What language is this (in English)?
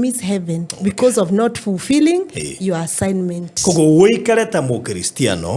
Kikuyu